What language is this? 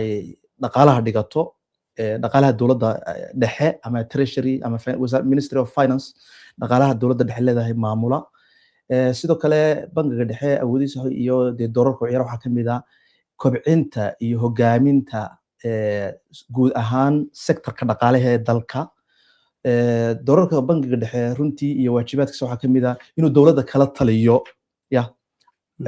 Somali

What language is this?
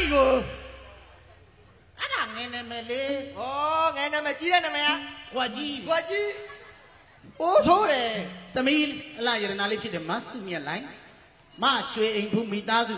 Burmese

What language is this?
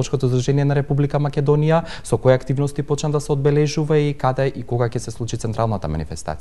Macedonian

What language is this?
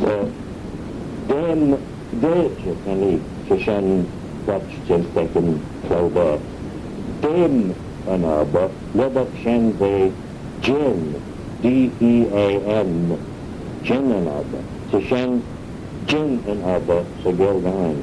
Manx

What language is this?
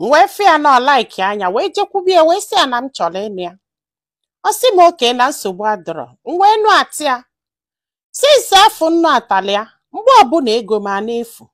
Igbo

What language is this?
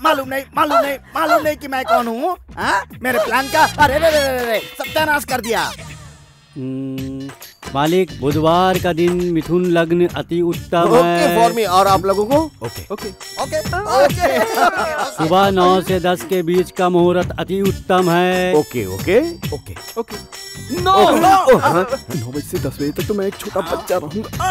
Hindi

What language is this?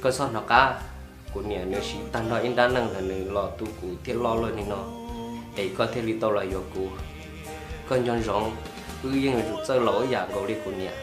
Hmong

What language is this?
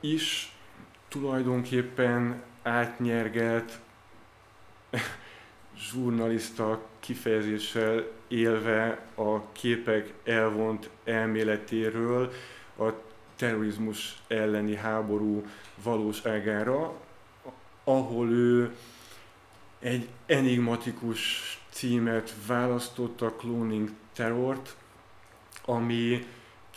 Hungarian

